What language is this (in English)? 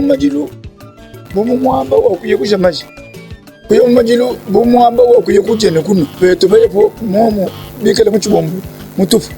Luba-Lulua